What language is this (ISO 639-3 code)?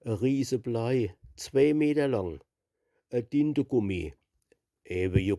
pfl